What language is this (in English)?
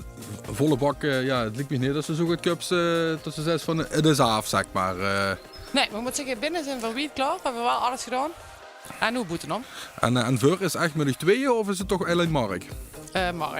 Limburgish